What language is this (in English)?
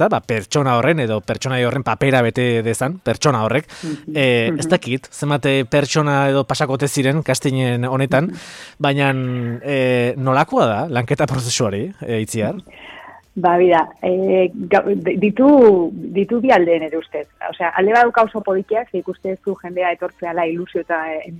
Basque